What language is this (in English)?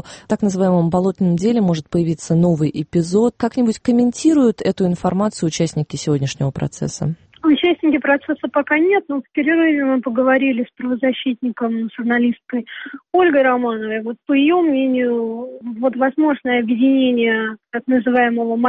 Russian